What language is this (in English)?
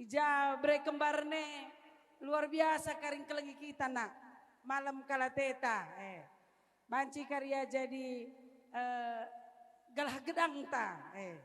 Batak Karo